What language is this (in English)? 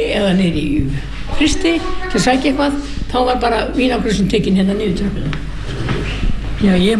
Icelandic